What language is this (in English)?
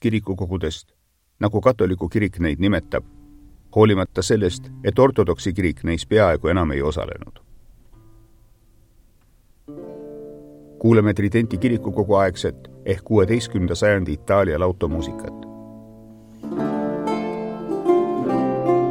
Estonian